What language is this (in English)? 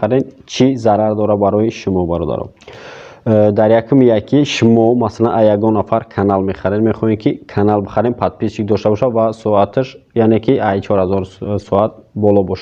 Tajik